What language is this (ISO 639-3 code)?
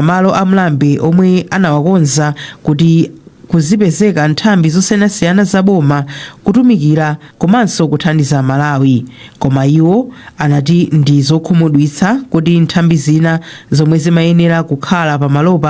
nya